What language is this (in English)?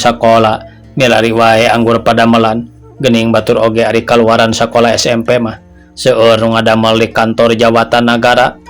Sundanese